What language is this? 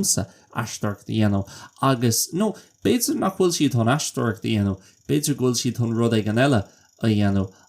Irish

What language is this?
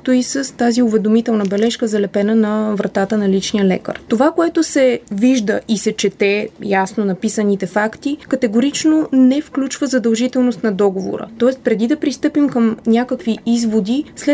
Bulgarian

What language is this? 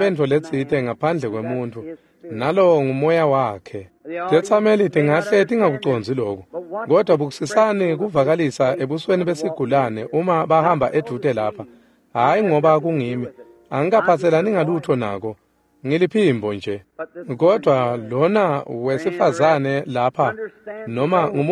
Swati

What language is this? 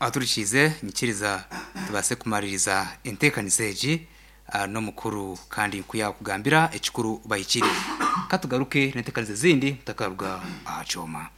Nyankole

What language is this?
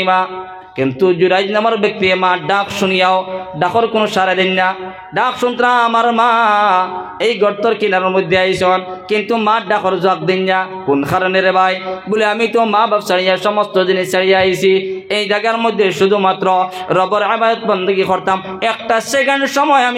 Sylheti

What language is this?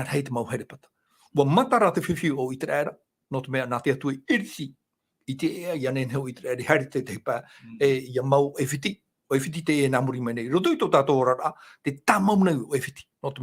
Tahitian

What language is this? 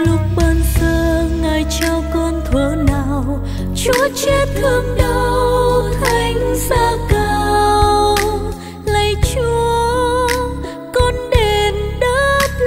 Vietnamese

